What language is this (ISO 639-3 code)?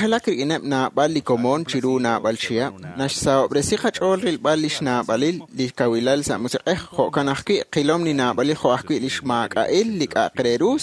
kek